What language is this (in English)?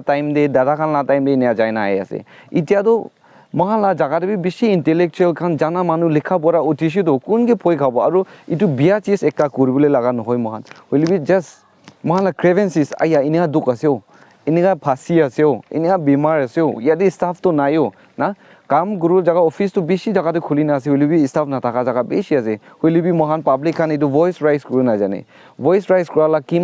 Naga Pidgin